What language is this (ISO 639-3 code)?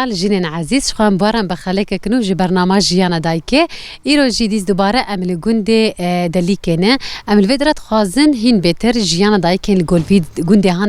kur